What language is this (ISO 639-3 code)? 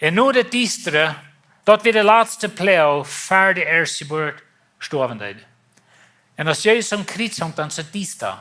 pdt